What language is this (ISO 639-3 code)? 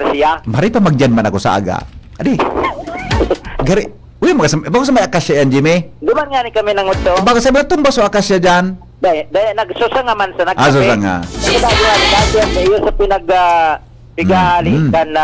bik